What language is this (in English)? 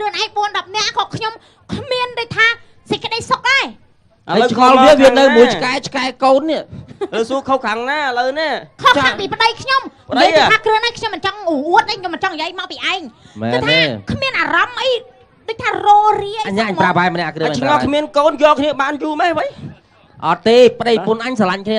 Khmer